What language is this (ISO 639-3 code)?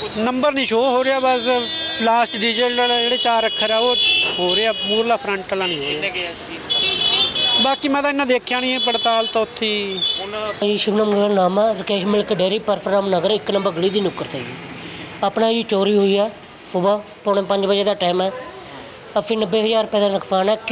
pan